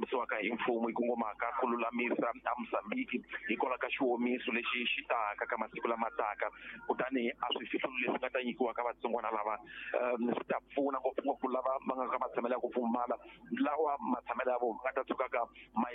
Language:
Tsonga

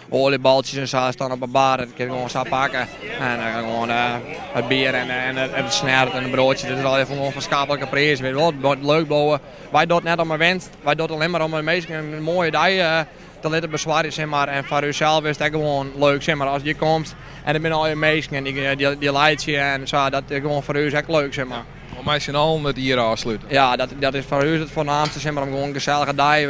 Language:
Western Frisian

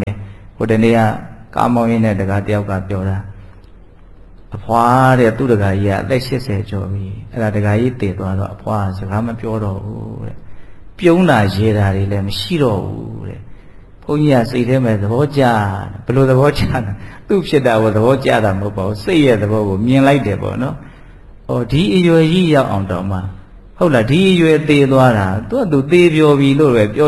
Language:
Burmese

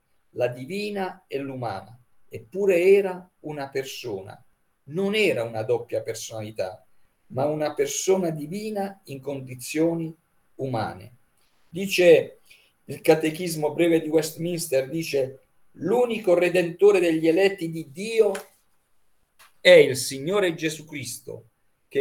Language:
Italian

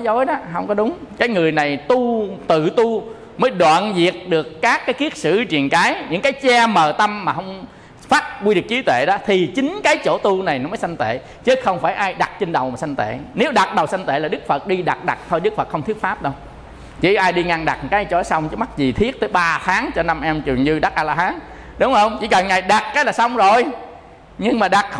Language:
Vietnamese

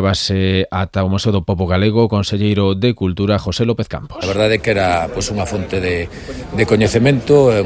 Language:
Galician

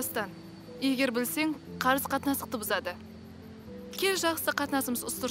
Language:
Kara-Kalpak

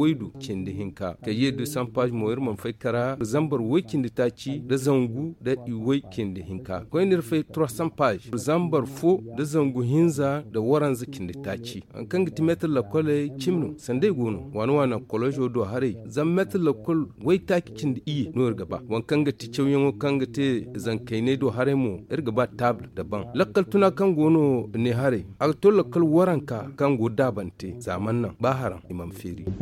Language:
Zarma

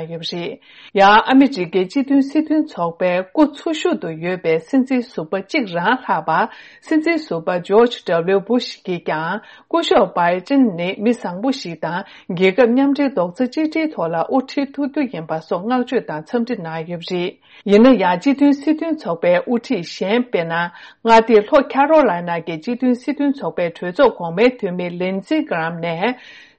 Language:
Tibetan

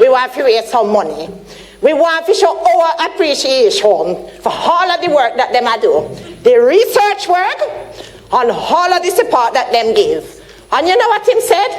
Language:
Jamaican Creole English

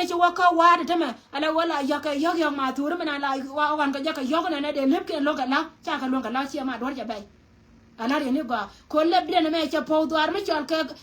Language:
Nuer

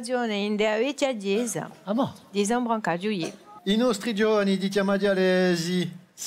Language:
Corsican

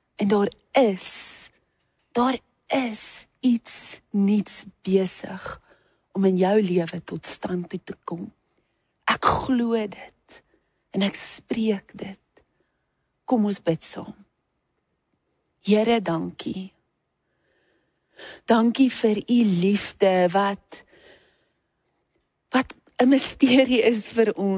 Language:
Afrikaans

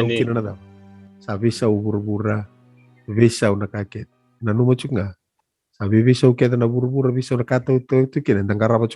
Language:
Fijian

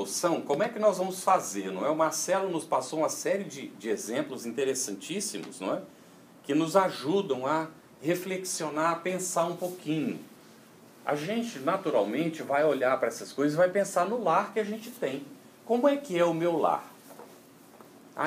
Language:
Portuguese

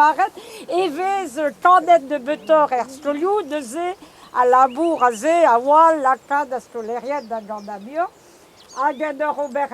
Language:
Breton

